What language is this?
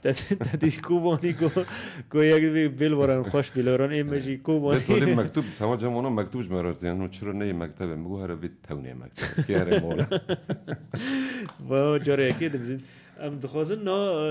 Kurdish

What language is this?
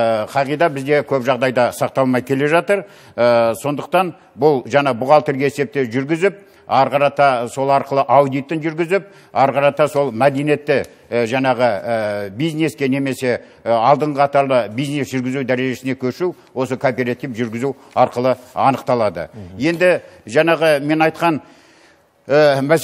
Kazakh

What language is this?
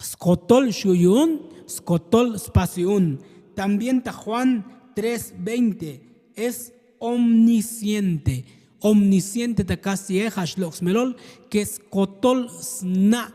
Tzotzil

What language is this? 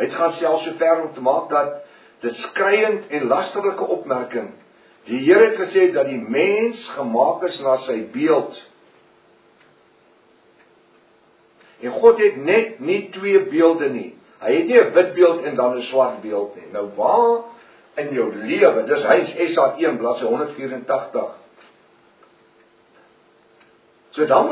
Afrikaans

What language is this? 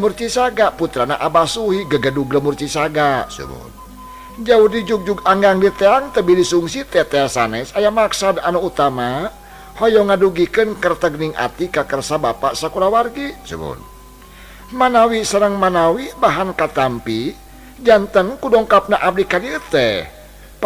Sundanese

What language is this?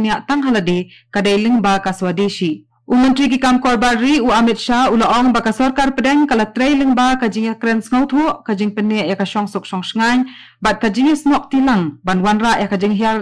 Khasi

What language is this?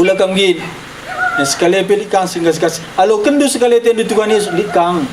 Batak Karo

